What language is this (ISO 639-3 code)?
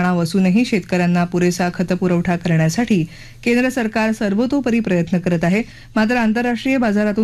mar